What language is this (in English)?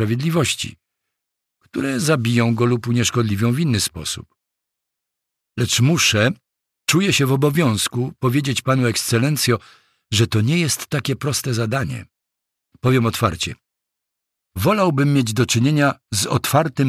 Polish